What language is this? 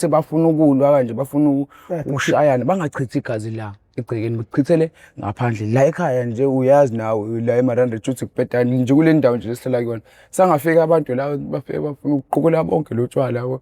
Zulu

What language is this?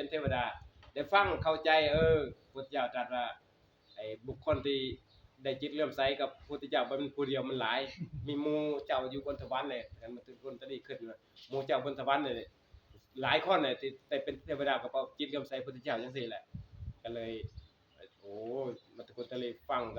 Northeastern Thai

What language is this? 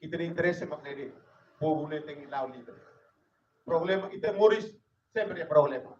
Tetum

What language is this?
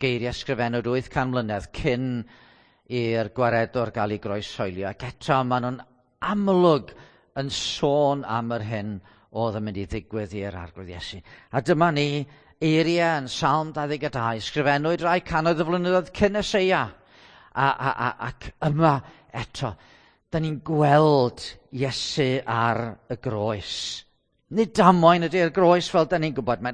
Welsh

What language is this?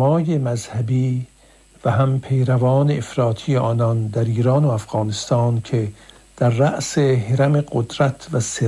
Persian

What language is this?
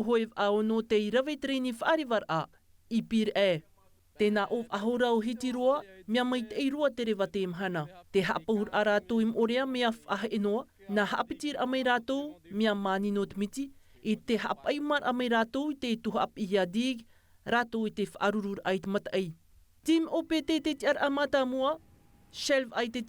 Tahitian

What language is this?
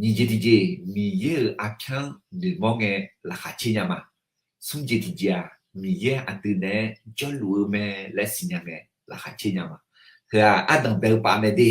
Akha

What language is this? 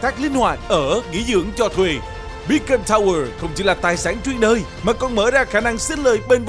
Vietnamese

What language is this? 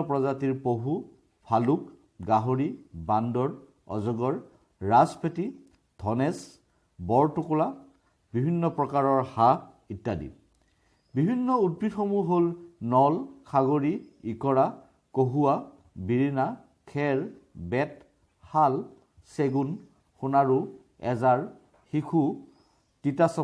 Assamese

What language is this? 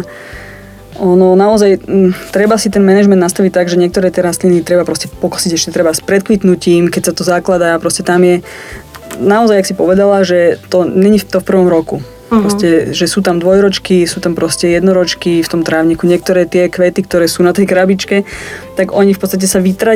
Slovak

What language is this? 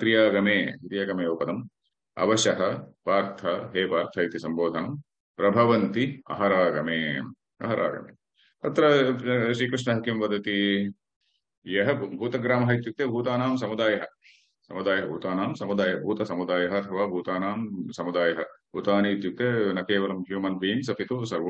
Sanskrit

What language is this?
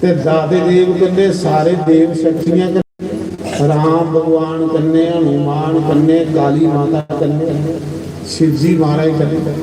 Dogri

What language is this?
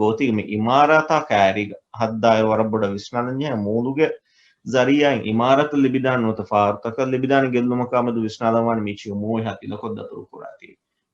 Divehi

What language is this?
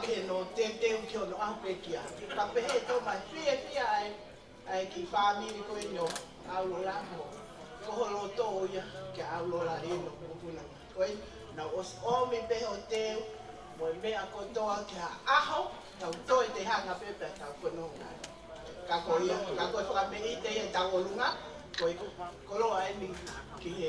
Tongan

